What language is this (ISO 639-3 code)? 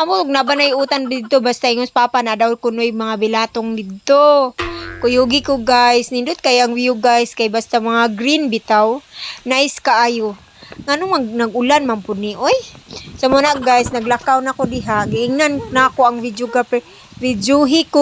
ceb